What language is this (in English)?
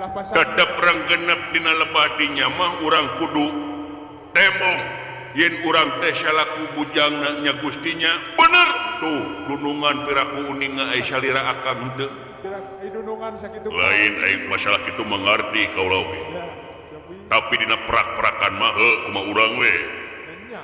Sundanese